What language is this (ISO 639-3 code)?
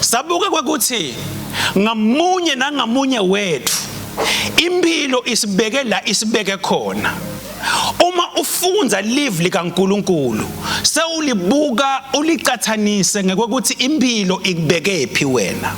ssw